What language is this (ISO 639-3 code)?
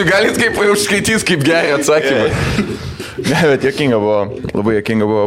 lit